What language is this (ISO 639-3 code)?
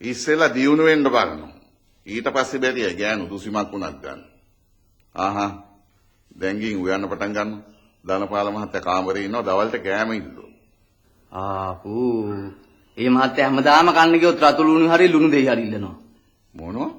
sin